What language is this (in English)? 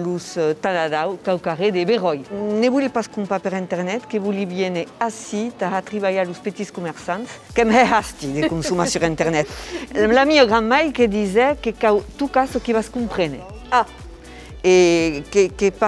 Occitan